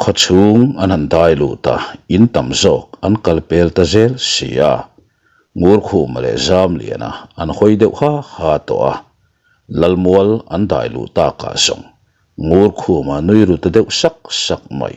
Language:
Mizo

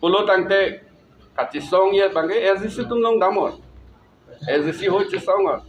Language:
Karbi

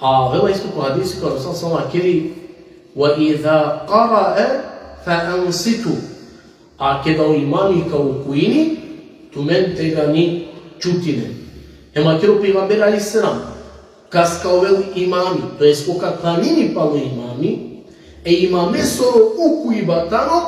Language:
Balkan Romani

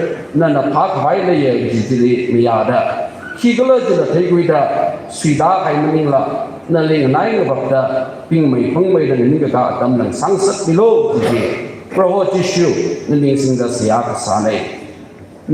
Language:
Tangkhul Naga (India)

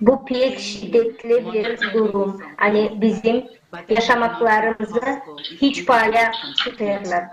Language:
Gagauz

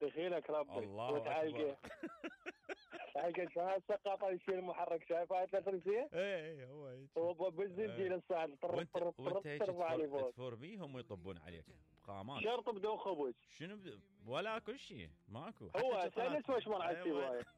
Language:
Mesopotamian Arabic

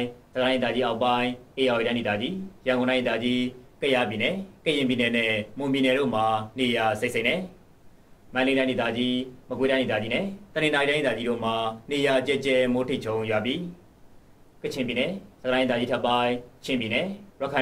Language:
Burmese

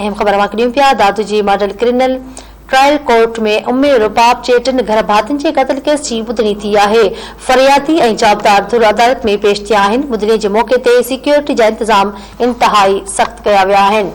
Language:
Sindhi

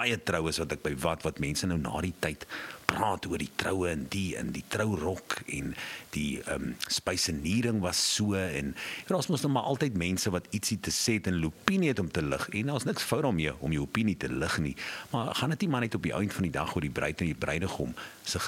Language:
Afrikaans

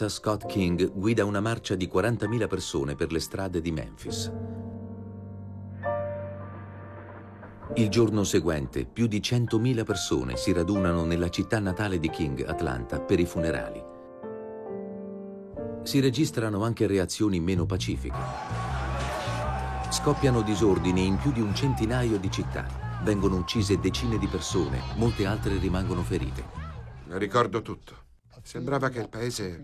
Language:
Italian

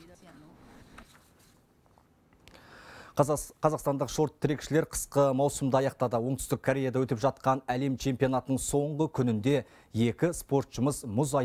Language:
Kazakh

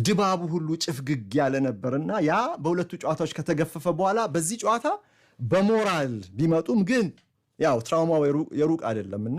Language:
Amharic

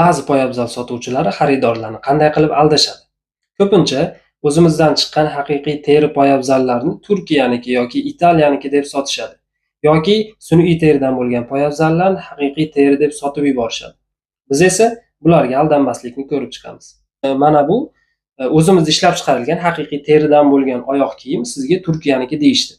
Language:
Uzbek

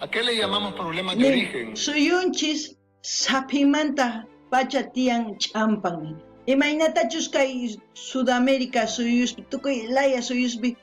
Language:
South Bolivian Quechua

